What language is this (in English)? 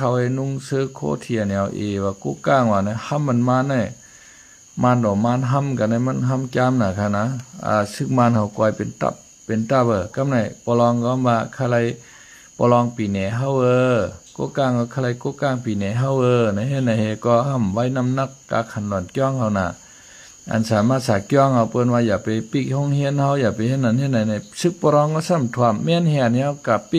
Shan